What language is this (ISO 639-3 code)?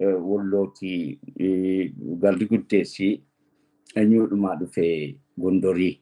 orm